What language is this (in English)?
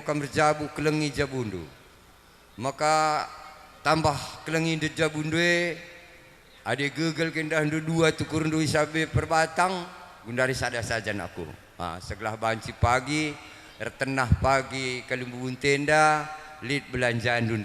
Batak Karo